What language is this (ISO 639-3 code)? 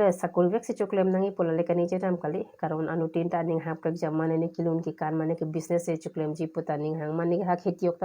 mjw